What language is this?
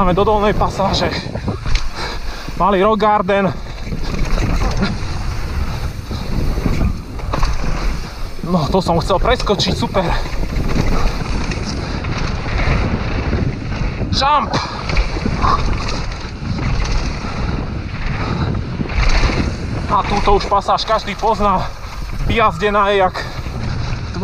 Slovak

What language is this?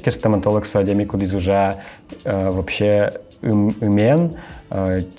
Udmurt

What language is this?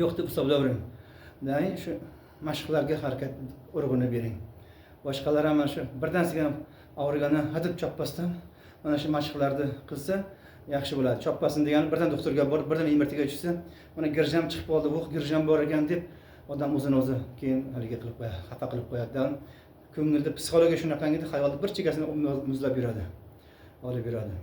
Uzbek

